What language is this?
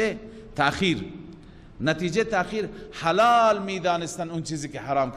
Persian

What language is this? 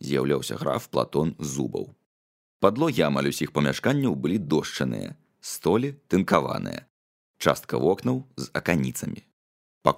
Belarusian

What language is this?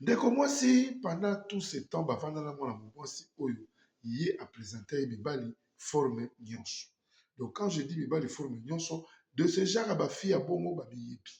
Lingala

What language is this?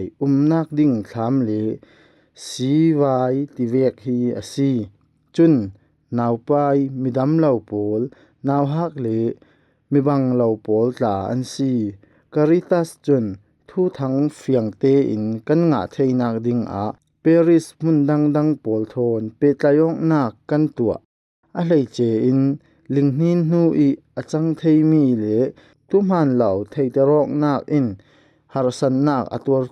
Falam Chin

